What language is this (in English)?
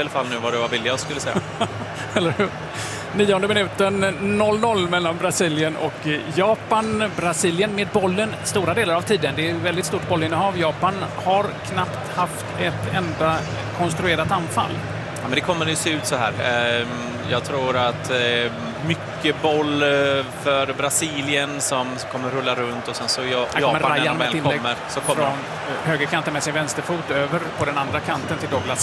Swedish